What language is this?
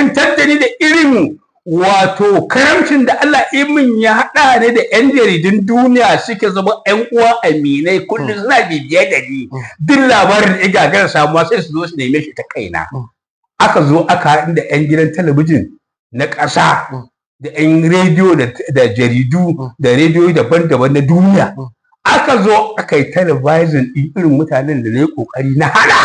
Hausa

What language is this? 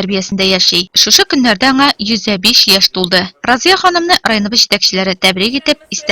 Tatar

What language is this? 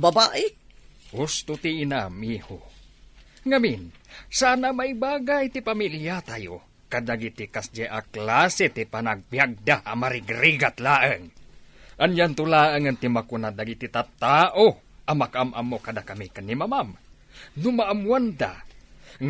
Iloko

